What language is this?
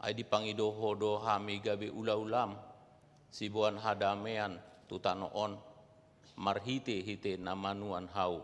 Batak Toba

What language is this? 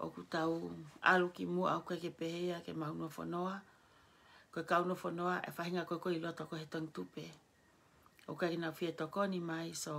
Tongan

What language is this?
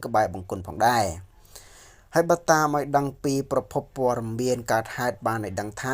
Khmer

